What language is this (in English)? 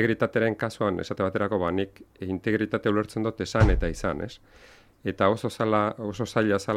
Basque